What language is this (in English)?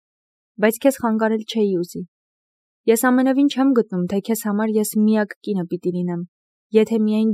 Armenian